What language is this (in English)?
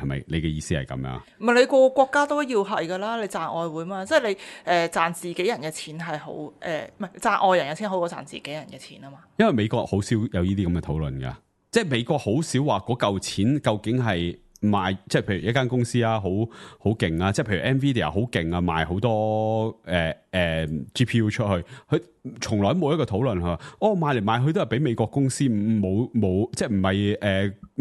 Cantonese